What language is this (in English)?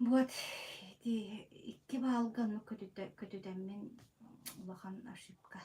Yakut